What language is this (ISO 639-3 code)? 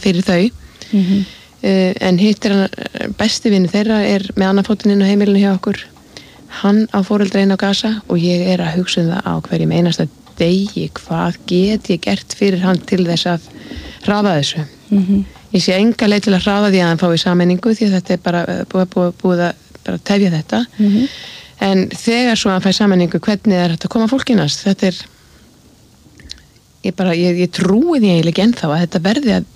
isl